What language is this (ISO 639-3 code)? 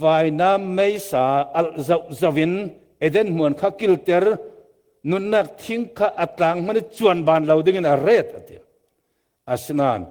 cfm